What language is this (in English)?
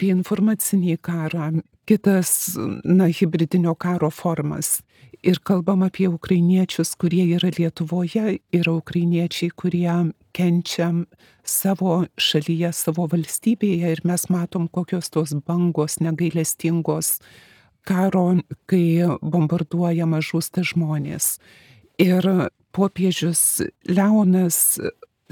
Lithuanian